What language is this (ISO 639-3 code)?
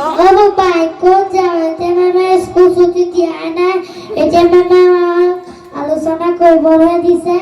asm